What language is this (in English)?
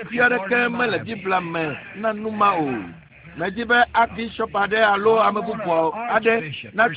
Ewe